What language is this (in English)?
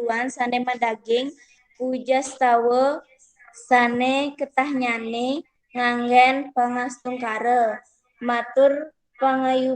Balinese